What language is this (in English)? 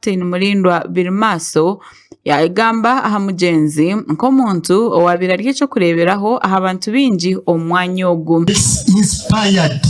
Nyankole